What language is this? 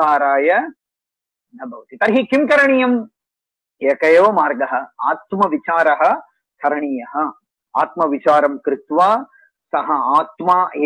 Sanskrit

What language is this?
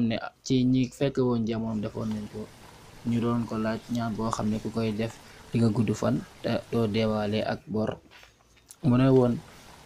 Wolof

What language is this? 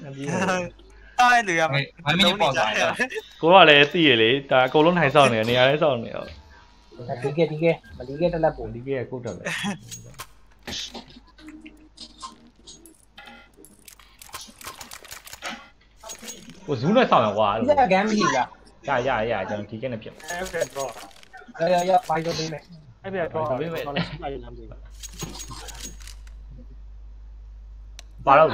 Burmese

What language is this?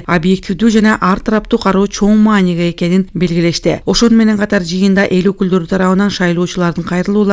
Kyrgyz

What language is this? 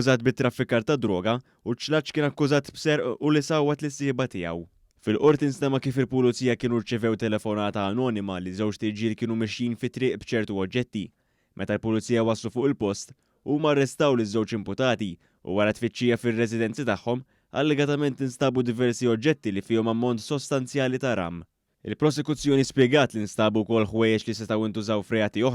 Maltese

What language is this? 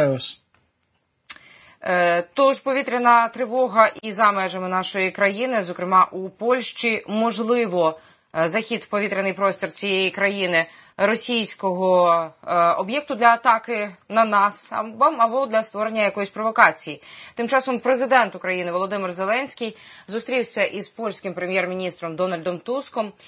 Ukrainian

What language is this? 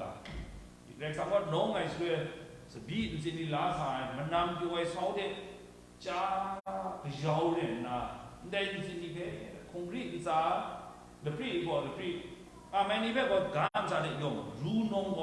Kachin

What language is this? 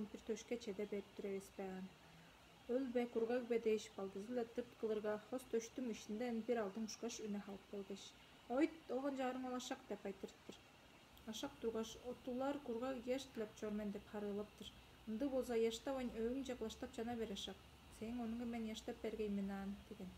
Tuvinian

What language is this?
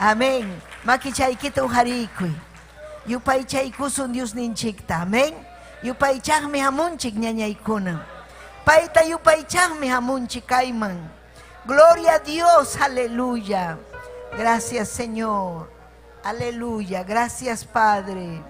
Ayacucho Quechua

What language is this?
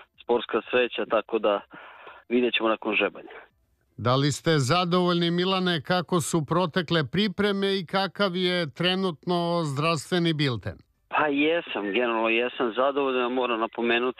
Serbian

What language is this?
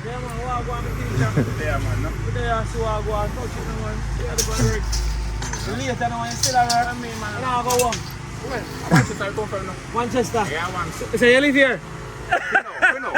Jamaican Creole English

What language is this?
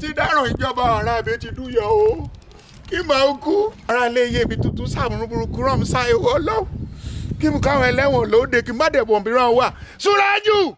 Yoruba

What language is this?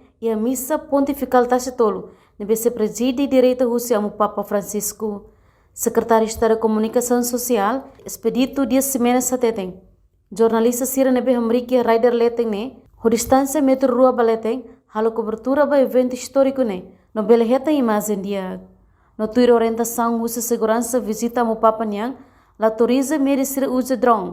Tetum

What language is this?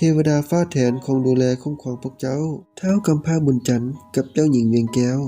Lao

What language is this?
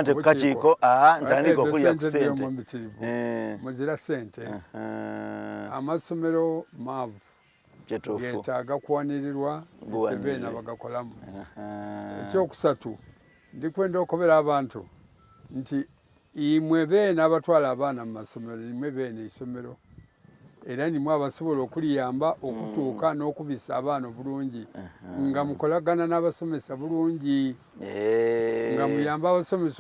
Soga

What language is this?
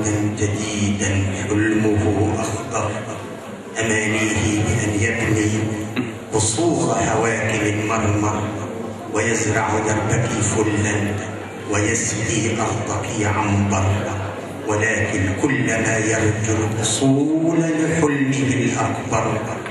Egyptian Arabic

